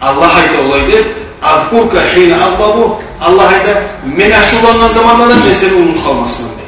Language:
Kumyk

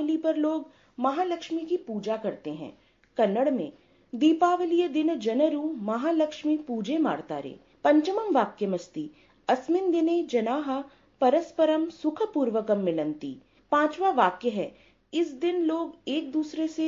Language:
Sanskrit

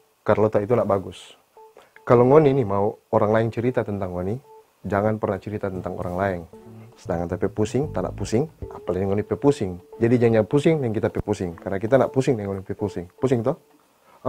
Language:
Manado Malay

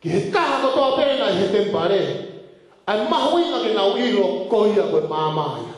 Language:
Tongan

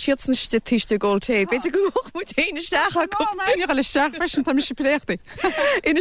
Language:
Irish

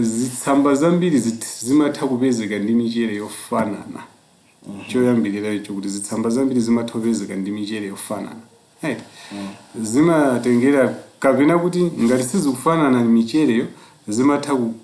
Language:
Nyanja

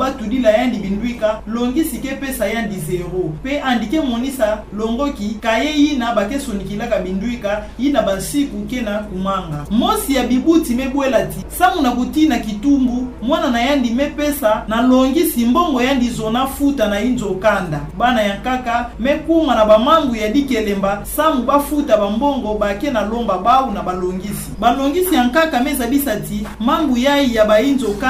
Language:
Kituba (Democratic Republic of Congo)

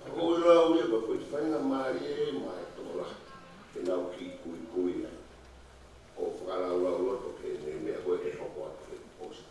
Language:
Tongan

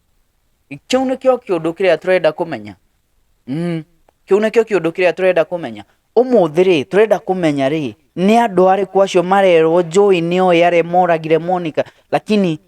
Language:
Kikuyu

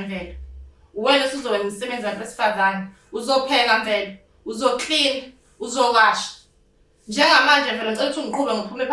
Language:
Zulu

